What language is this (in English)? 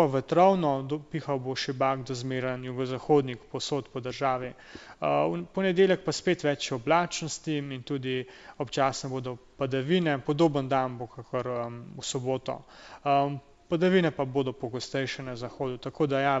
Slovenian